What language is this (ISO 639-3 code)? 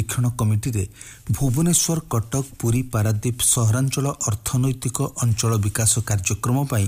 ori